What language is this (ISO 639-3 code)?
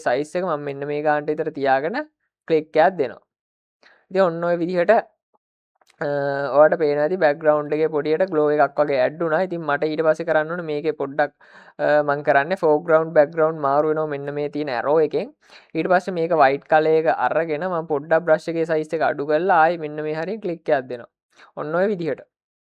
sin